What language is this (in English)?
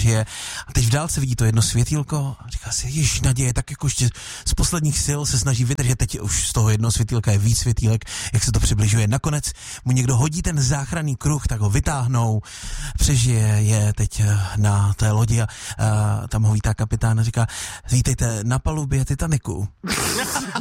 Czech